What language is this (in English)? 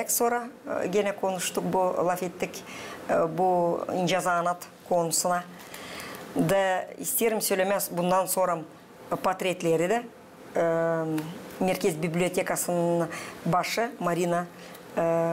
Gagauz